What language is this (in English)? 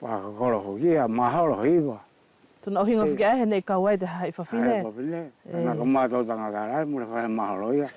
Wallisian